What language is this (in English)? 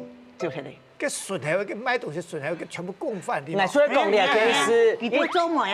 Hakka Chinese